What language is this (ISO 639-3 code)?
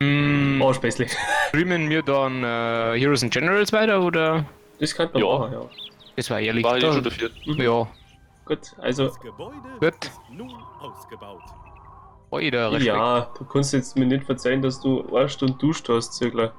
bar